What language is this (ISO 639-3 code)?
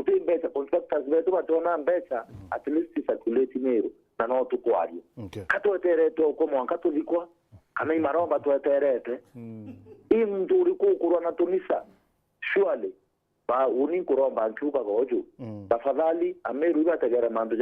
mer